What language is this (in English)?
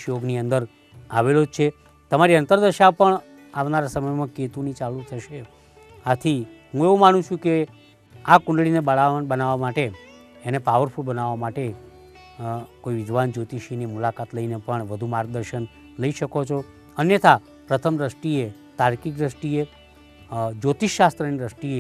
Gujarati